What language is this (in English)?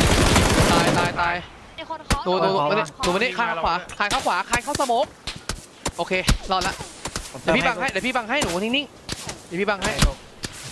Thai